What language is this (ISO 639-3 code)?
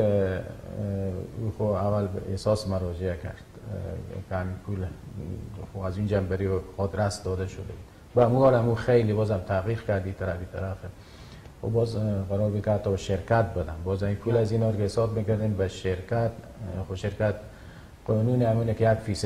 fas